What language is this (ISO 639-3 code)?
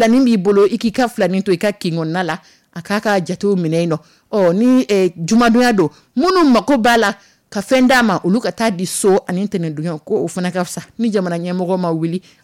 dyu